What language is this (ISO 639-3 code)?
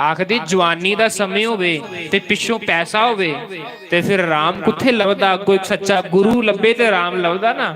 doi